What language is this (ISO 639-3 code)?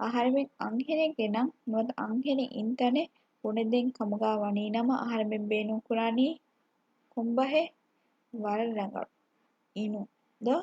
div